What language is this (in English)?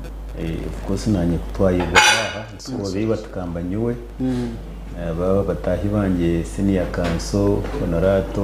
Nyankole